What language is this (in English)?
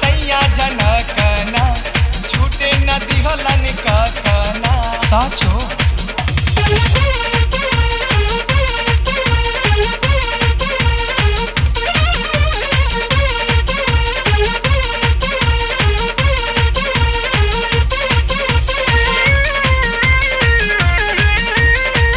Bhojpuri